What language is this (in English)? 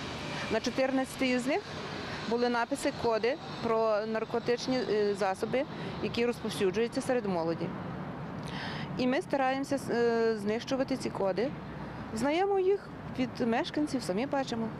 Ukrainian